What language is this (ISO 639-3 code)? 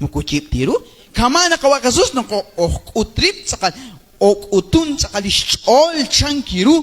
kek